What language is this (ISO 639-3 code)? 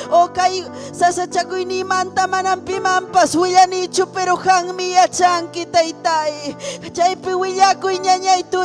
quy